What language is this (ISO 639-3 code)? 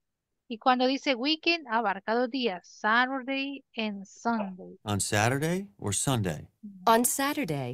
spa